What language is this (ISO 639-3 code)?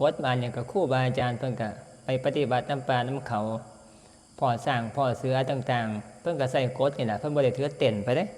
tts